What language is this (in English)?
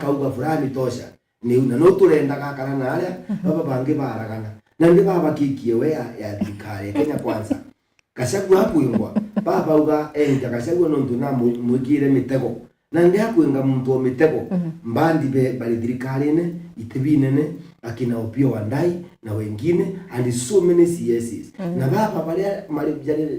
Meru